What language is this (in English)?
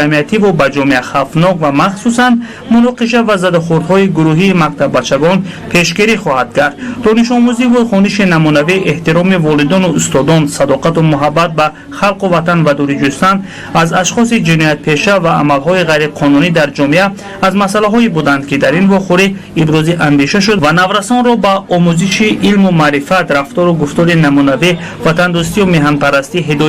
Tajik